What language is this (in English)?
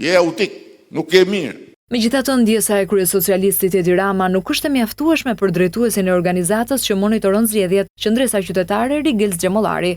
Albanian